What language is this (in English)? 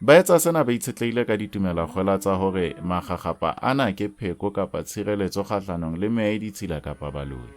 Southern Sotho